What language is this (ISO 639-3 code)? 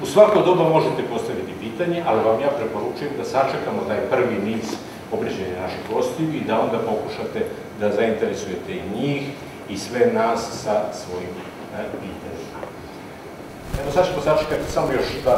srp